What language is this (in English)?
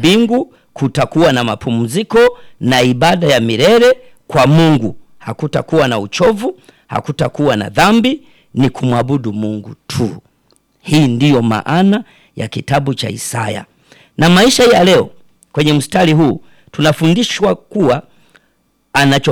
Swahili